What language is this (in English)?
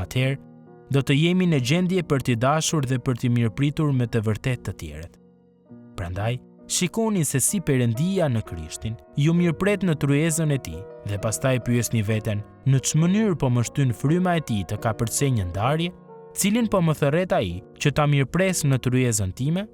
Albanian